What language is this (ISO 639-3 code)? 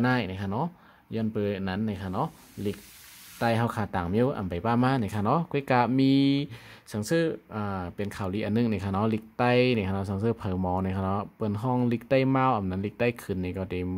shn